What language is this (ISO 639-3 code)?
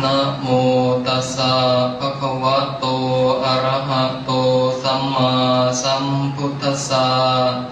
pli